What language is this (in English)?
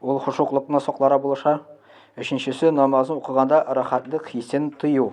Tatar